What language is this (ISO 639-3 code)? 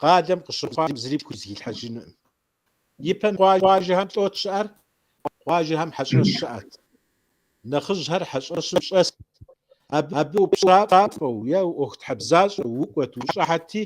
kbd